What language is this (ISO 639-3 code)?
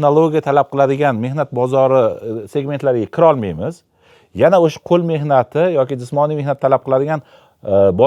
uzb